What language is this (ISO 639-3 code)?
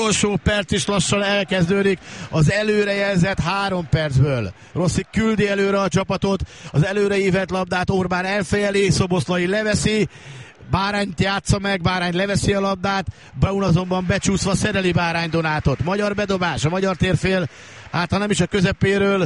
hun